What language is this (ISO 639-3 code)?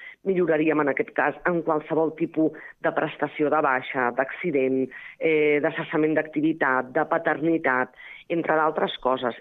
cat